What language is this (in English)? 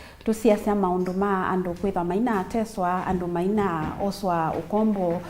Kamba